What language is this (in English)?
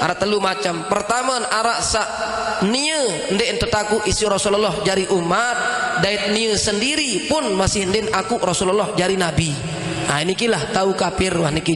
Sasak